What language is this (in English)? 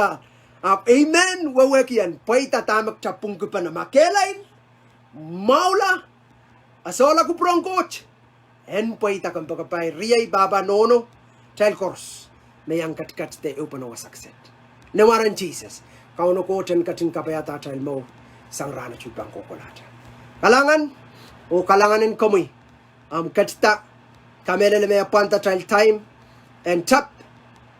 Pohnpeian